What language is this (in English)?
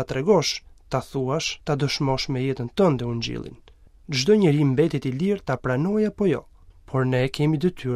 Albanian